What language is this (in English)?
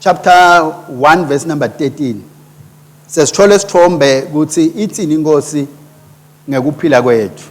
Swati